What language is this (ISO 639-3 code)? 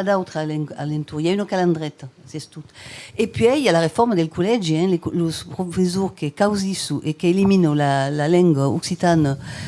oci